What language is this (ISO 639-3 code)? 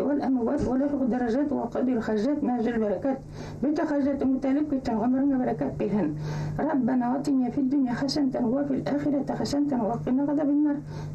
bak